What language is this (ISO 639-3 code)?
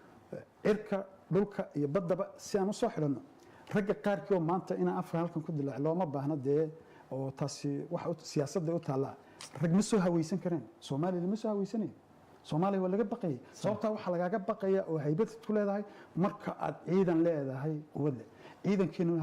som